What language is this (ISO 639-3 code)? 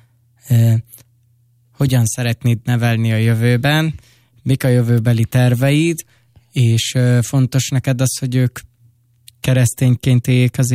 hun